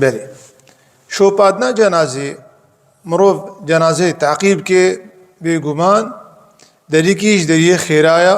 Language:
Kurdish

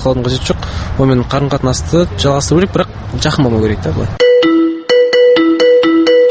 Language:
Kazakh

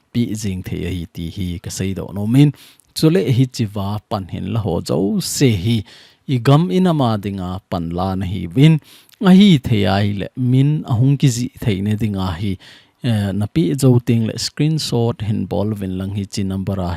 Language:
Thado Chin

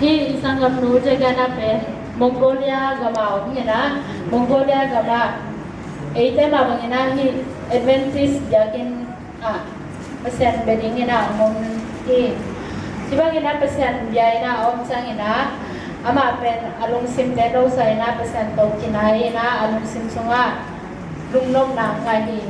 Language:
Tedim Chin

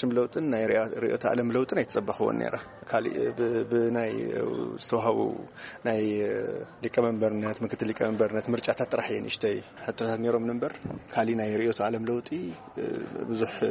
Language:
Tigrinya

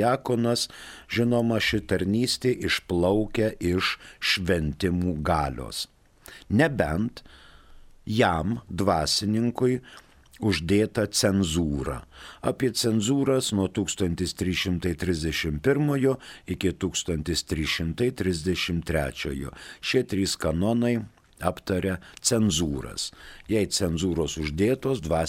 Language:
Lithuanian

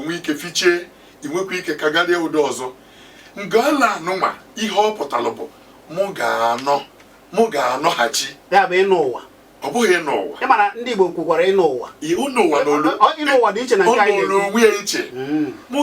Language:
Igbo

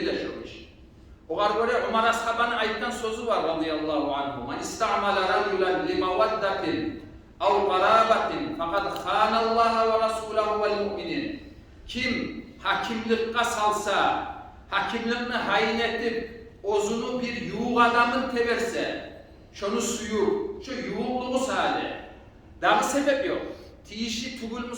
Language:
Kumyk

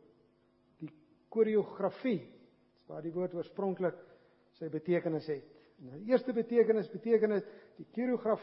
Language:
Afrikaans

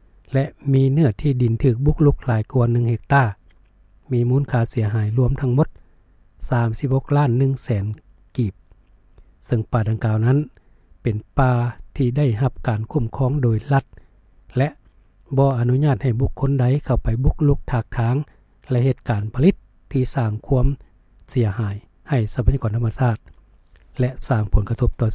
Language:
Lao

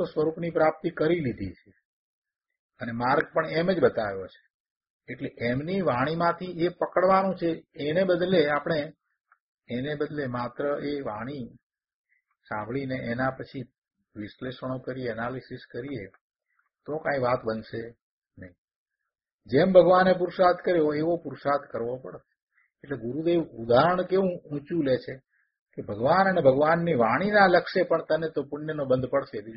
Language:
Gujarati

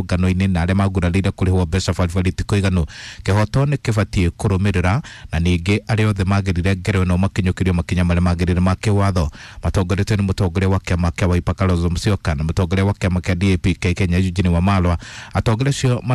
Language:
Kikuyu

